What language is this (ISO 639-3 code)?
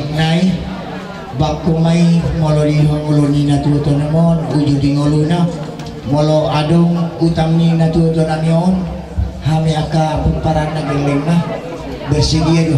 bbc